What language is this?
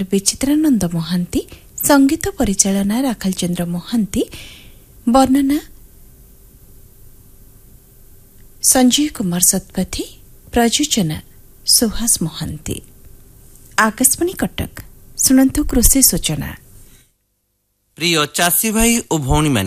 Odia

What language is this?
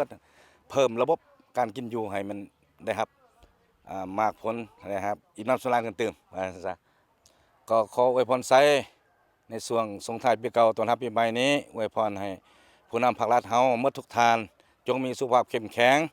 Lao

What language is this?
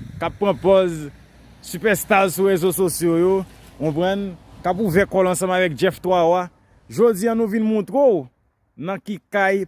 Haitian Creole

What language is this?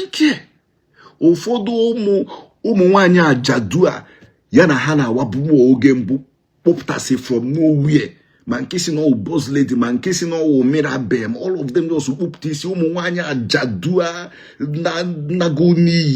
Igbo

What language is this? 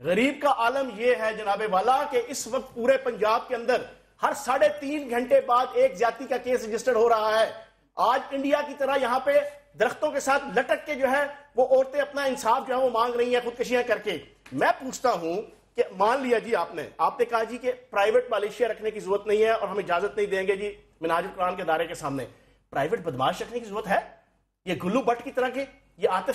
Urdu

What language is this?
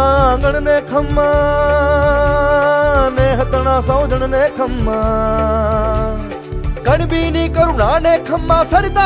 Gujarati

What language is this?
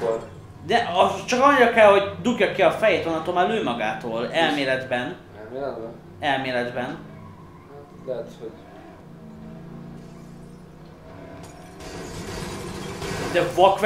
Hungarian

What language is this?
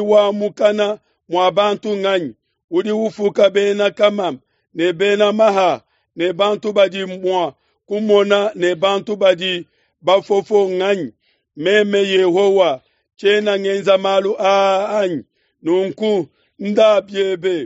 Luba-Lulua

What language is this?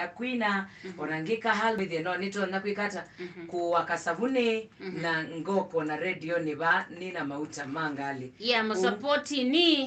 Kamba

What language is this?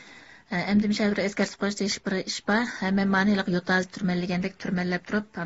Uyghur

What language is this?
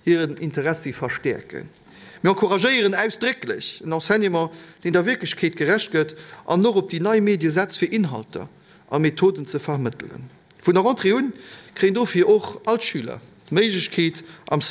Luxembourgish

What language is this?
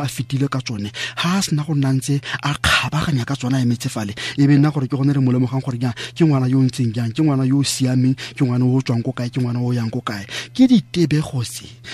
Tswana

